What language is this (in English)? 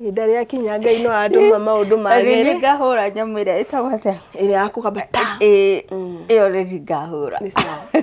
Kikuyu